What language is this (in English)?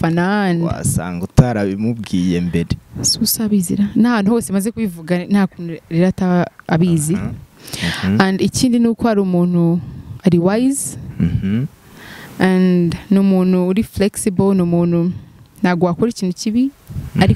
Kinyarwanda